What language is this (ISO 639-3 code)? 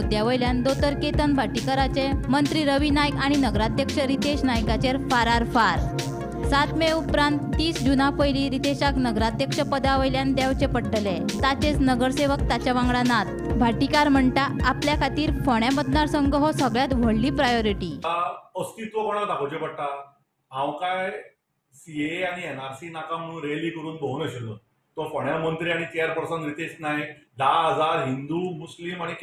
kok